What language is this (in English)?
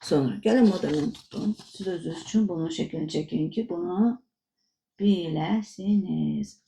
Azerbaijani